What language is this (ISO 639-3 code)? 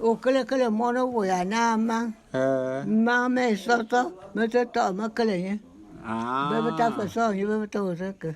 bum